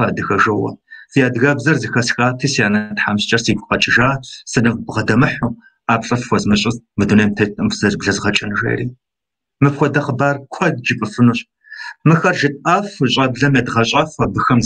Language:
Kabardian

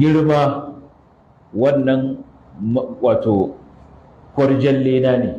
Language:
Hausa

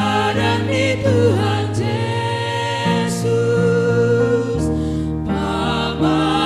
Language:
Batak Simalungun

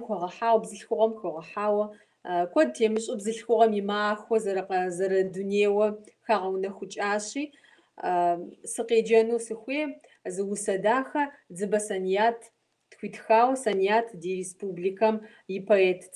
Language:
Kabardian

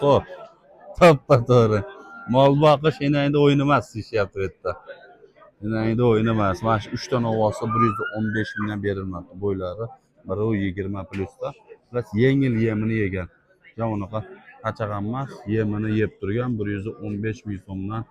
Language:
Uzbek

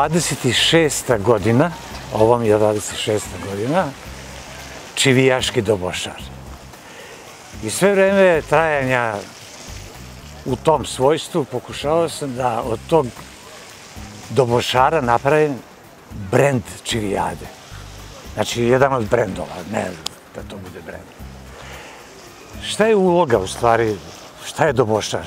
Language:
Serbian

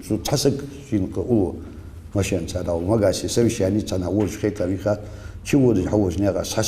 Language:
Ingush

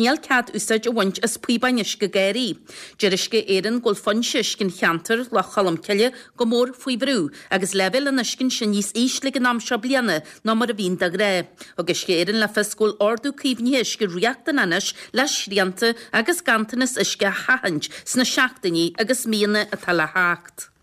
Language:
Irish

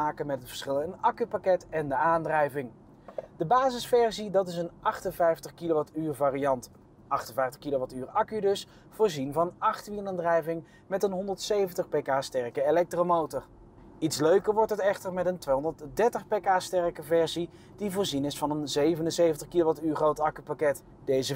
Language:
Dutch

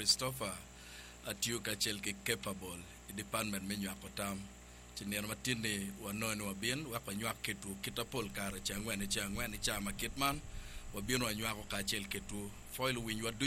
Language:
Acoli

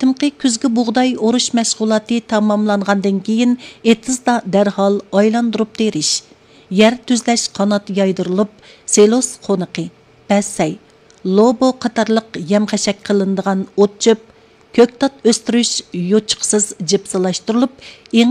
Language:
Uyghur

